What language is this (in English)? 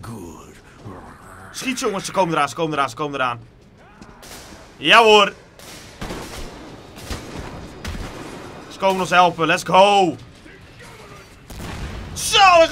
Dutch